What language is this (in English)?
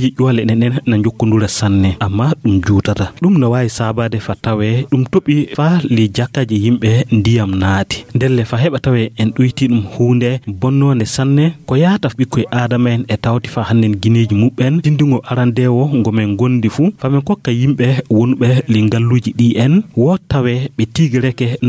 Fula